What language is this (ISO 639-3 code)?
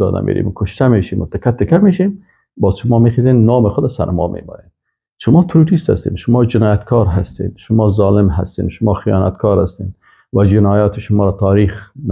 fas